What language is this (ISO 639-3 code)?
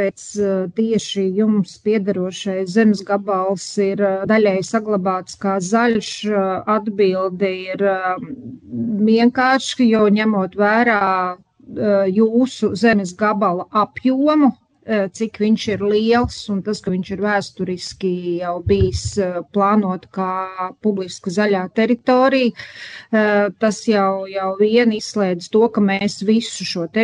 lav